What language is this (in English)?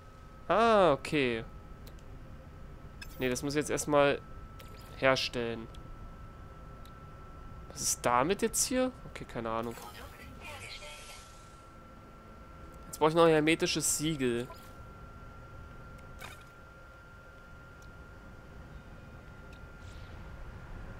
German